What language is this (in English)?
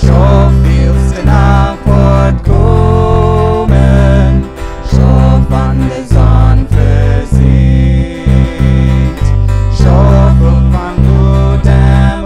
Plautdietsch